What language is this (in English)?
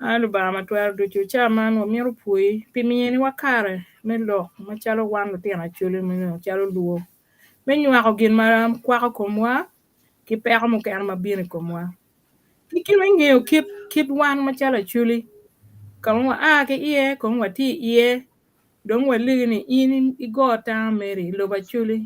Acoli